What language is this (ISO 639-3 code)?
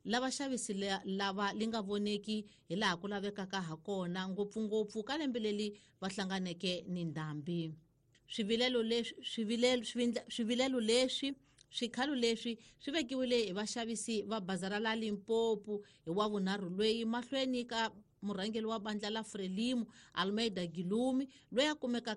tso